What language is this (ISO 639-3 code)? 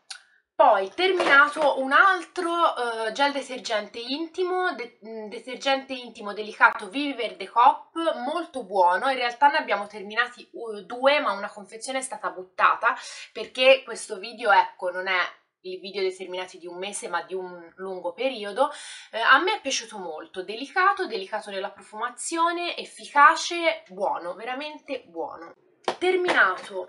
ita